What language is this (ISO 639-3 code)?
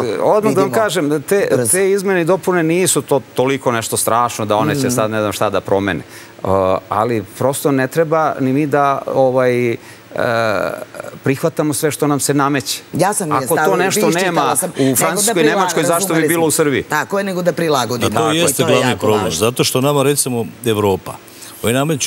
srp